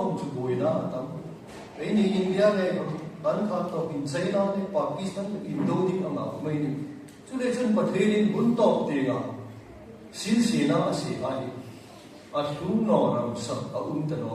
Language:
Hmar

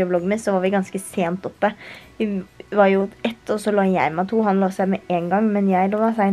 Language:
Norwegian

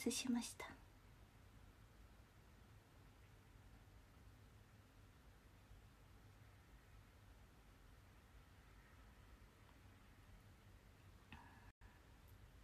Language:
Japanese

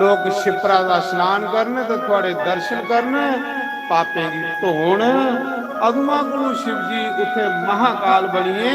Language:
Dogri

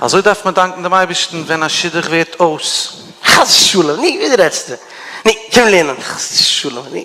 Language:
Yiddish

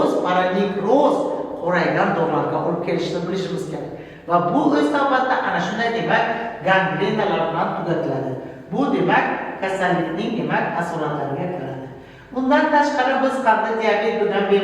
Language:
Uzbek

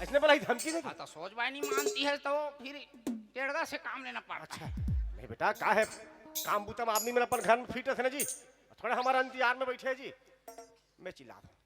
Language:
Chhattisgarhi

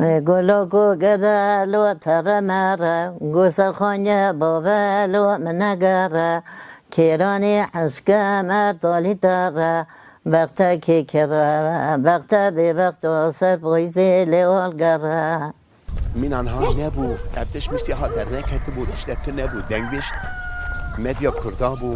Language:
Kurdish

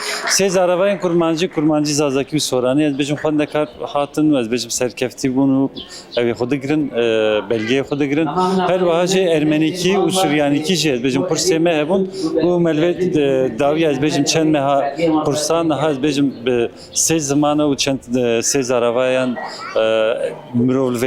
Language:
Kurdish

